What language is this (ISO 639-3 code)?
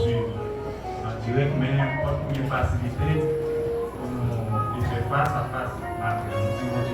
hat